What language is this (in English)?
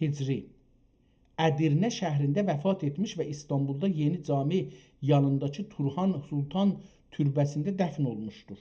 South Azerbaijani